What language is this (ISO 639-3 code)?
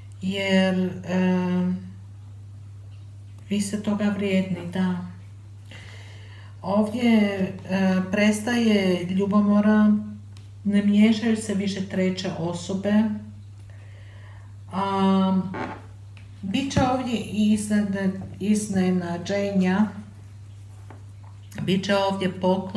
hrv